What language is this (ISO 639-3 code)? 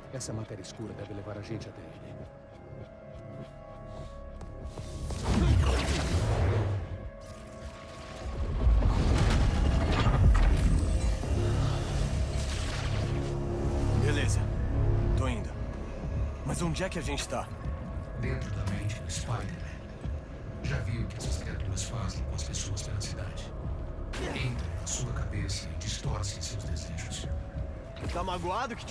por